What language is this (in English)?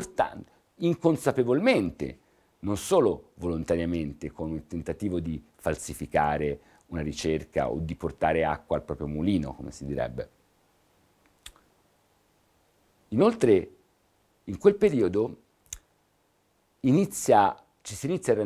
Italian